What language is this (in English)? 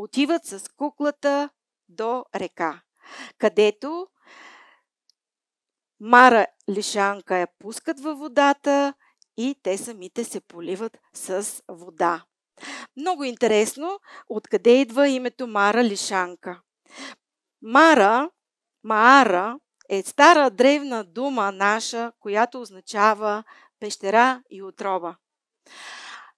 Bulgarian